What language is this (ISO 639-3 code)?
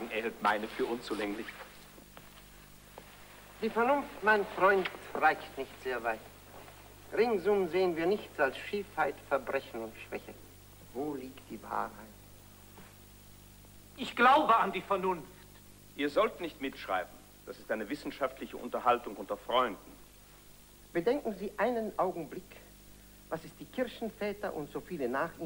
deu